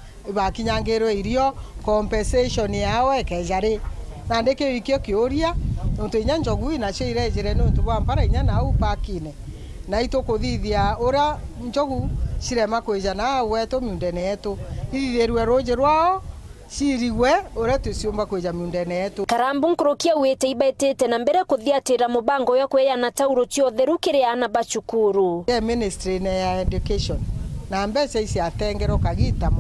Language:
Meru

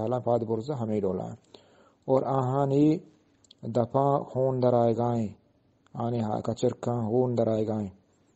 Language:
Eastern Balochi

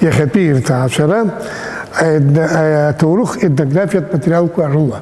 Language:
Abkhazian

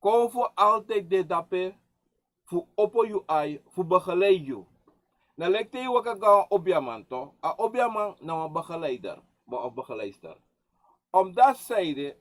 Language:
Sranan Tongo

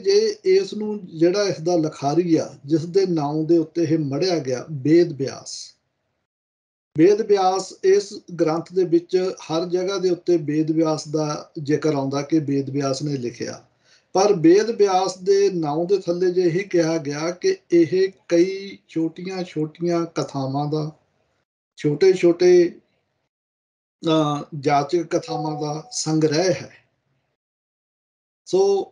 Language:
Punjabi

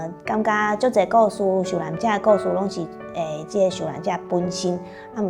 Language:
Min Nan Chinese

